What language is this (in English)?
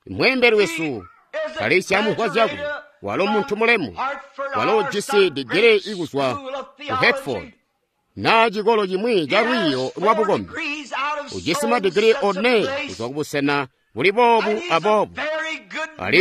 Tonga (Zambia)